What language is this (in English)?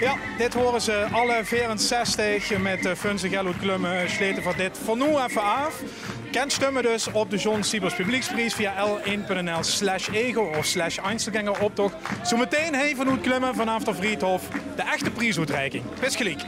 Limburgish